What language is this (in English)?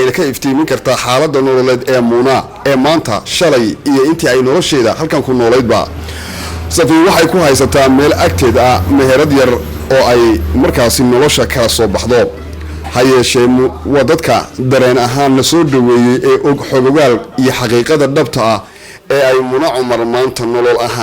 Somali